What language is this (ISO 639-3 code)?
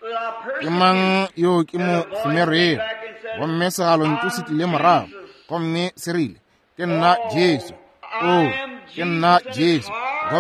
nso